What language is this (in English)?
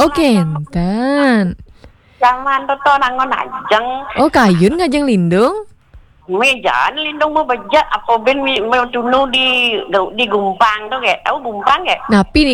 Balinese